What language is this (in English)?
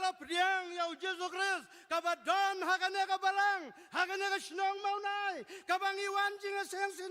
Khasi